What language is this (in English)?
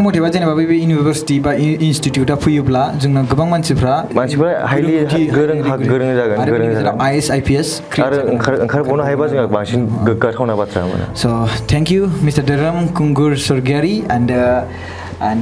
Bodo